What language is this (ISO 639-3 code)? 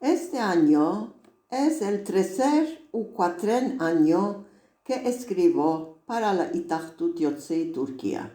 lad